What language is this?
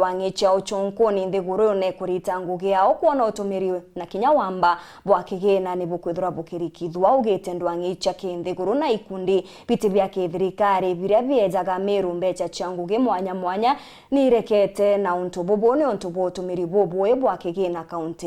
Meru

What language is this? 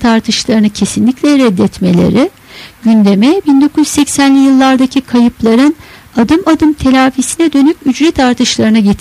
Turkish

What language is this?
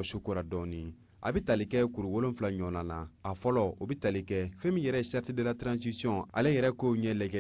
Bambara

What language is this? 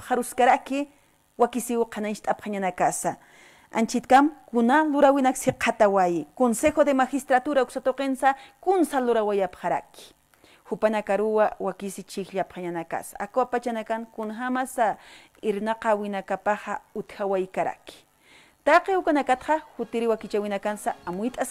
Aymara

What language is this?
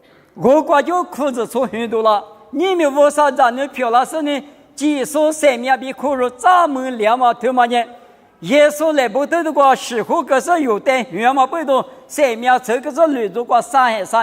Lisu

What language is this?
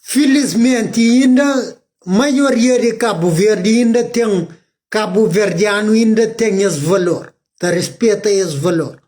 Kabuverdianu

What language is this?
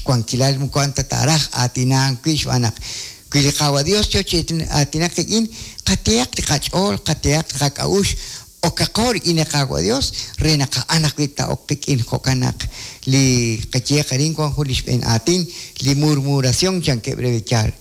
Kekchí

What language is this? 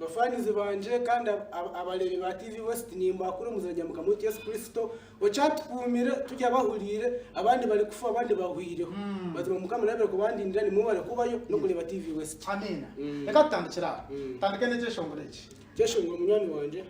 Nyankole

